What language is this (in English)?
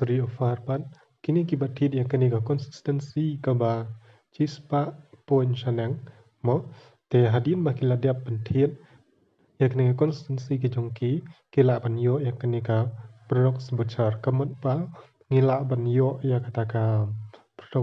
Khasi